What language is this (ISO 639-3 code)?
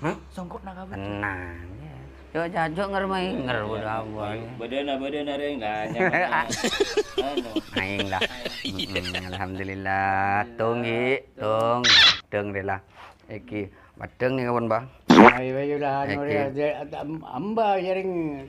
mad